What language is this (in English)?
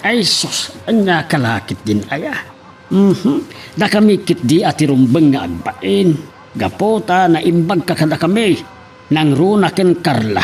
Iloko